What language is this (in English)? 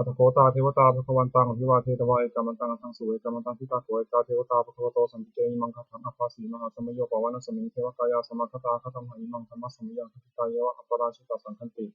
Pali